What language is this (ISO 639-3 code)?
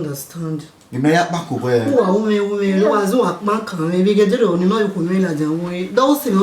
bin